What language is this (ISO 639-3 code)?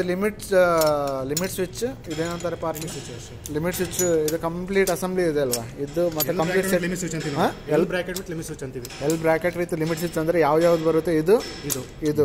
kan